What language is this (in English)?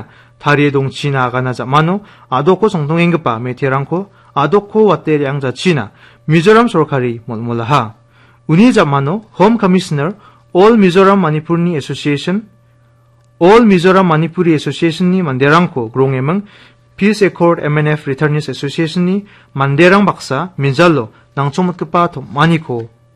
Garo